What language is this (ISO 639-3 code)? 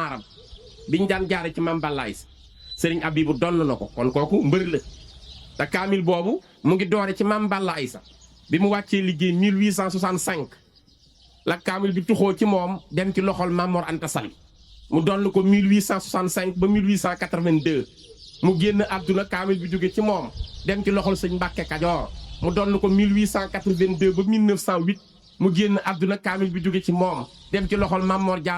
wol